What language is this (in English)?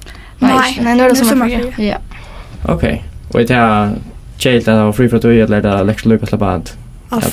Faroese